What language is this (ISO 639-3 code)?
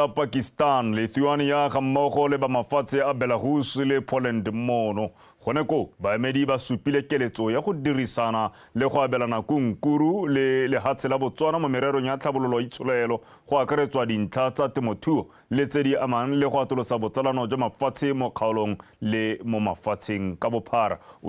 tsn